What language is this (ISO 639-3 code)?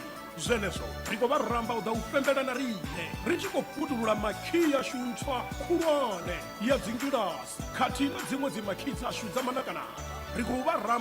ven